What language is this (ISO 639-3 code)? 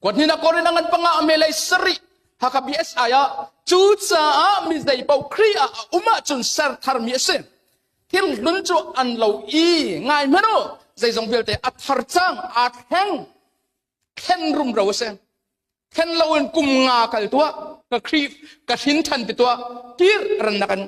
cnh